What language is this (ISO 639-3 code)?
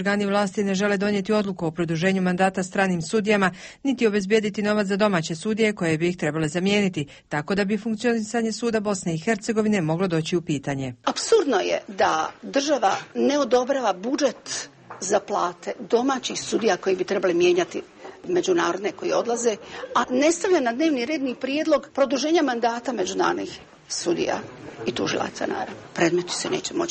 bos